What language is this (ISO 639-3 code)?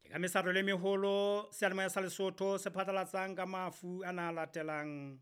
sot